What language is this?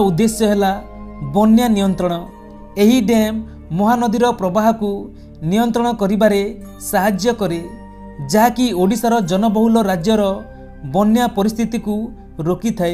Odia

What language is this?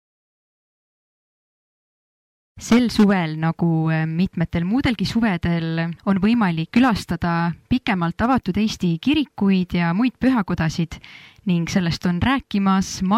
Estonian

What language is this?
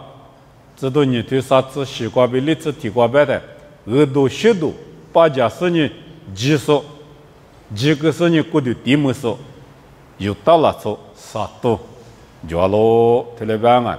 Lisu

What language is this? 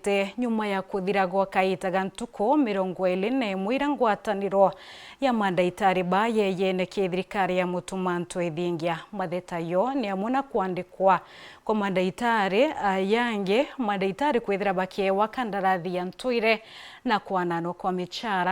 Meru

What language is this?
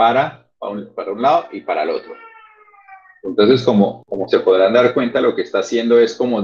Spanish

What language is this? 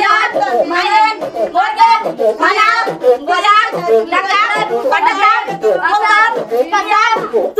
Konkani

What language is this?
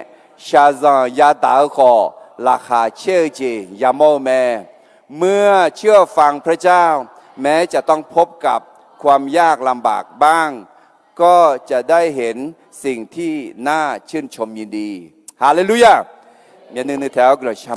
Akha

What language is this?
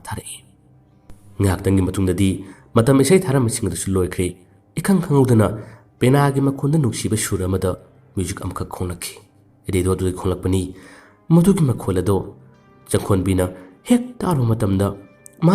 Manipuri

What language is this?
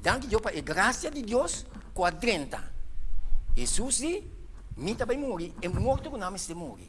Papiamento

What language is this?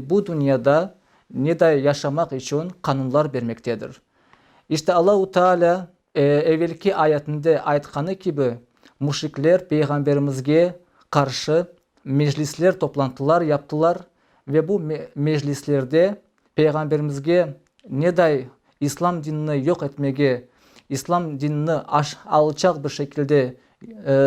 Crimean Tatar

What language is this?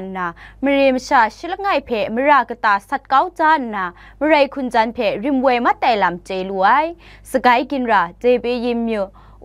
Kachin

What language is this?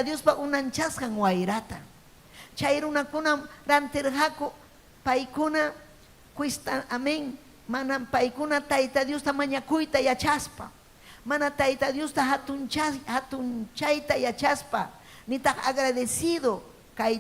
Ayacucho Quechua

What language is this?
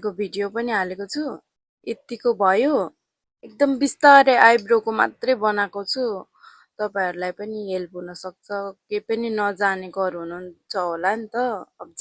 Nepali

